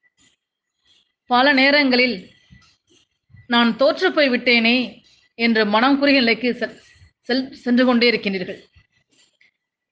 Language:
Tamil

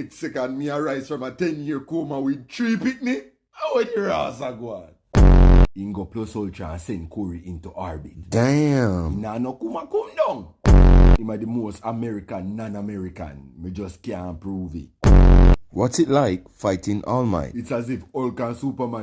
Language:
Jamaican Creole English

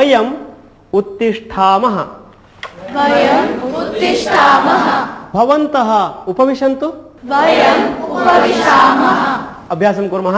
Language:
Sanskrit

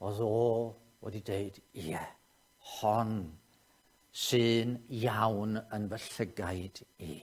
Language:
Welsh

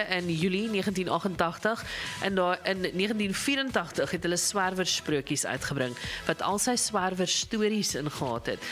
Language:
Afrikaans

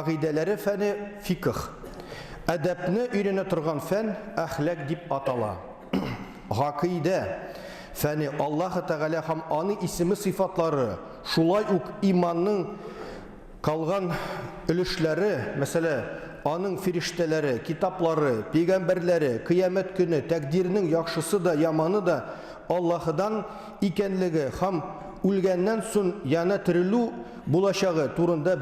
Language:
Tatar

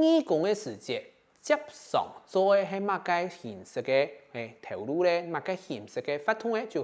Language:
Hakka Chinese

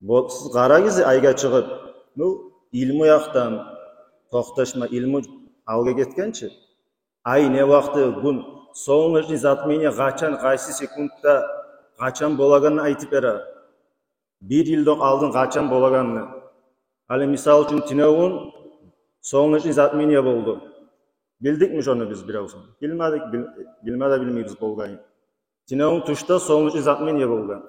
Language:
Kumyk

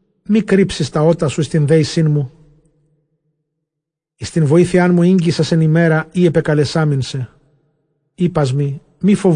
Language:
Ancient Greek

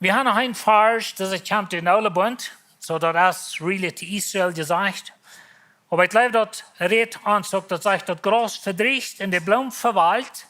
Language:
Plautdietsch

